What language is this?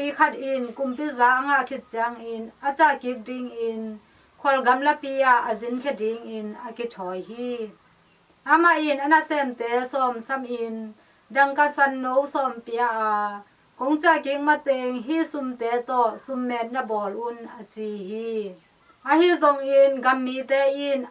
Tedim Chin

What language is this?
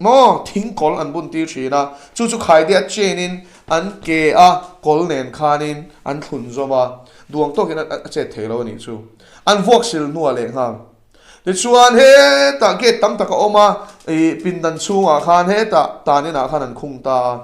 Mizo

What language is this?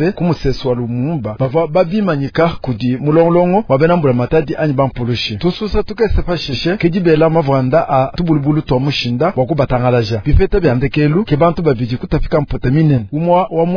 Luba-Lulua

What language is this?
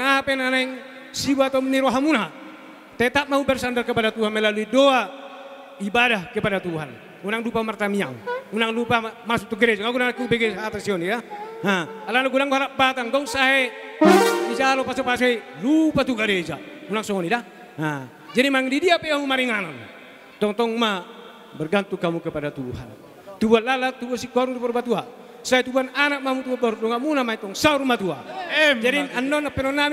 Batak Toba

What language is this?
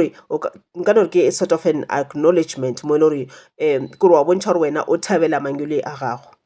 Northern Sotho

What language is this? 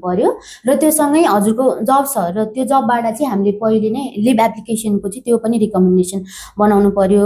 Nepali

